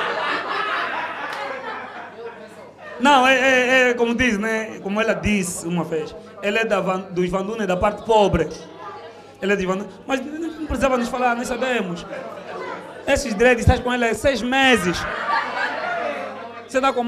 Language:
Portuguese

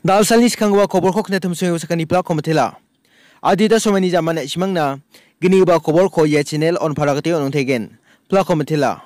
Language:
Garo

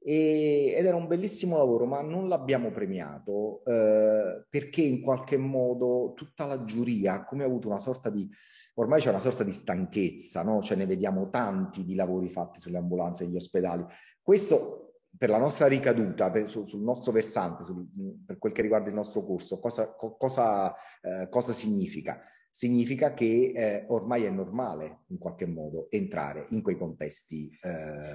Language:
Italian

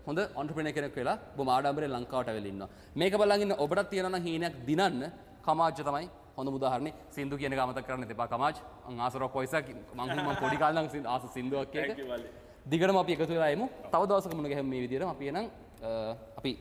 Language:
Sinhala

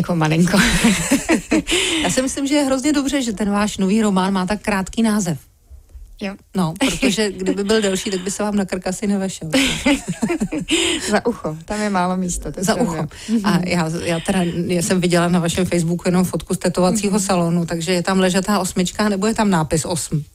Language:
Czech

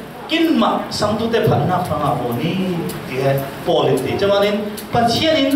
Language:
Falam Chin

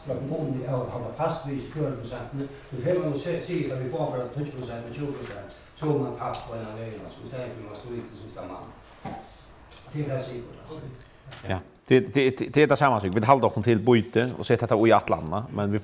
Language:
Faroese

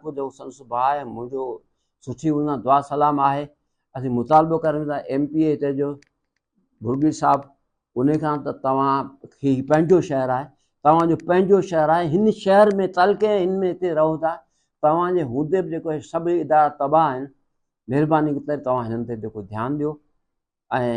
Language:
Sindhi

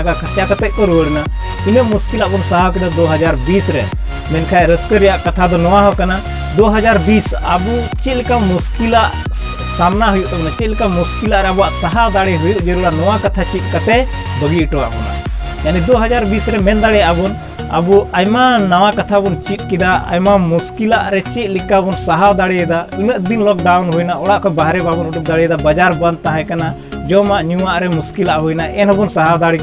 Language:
Santali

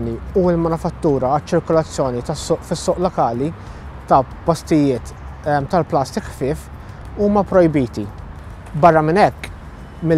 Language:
Maltese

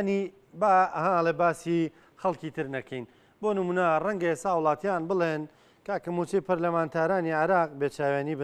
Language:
Central Kurdish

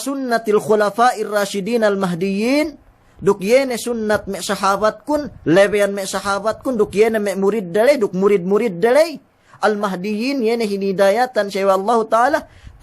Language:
Yakan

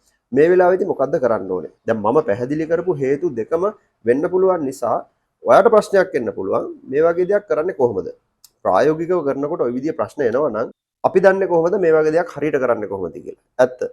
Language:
Sinhala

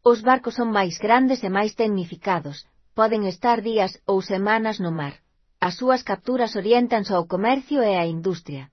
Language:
Galician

